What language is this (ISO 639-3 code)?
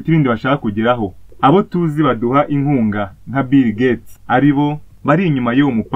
kin